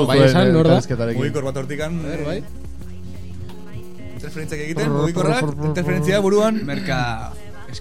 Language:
Basque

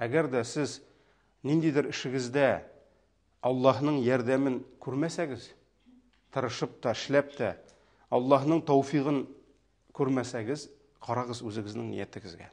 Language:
Tatar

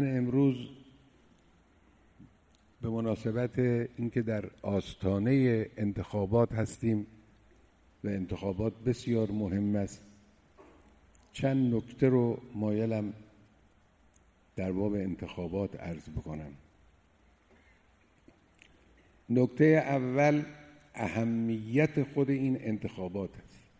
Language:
Persian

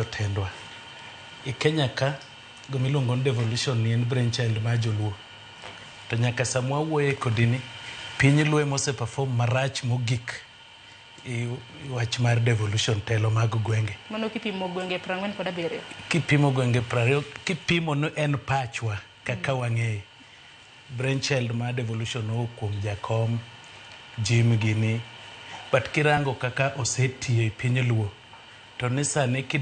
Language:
Luo (Kenya and Tanzania)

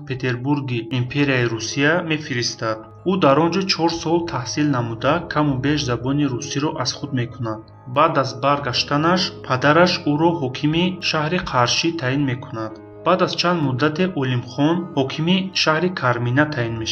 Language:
Tajik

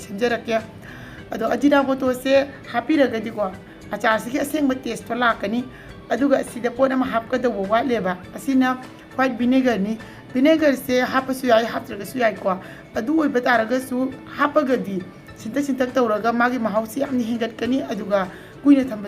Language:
Manipuri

